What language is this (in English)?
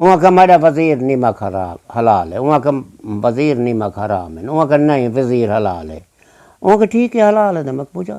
Saraiki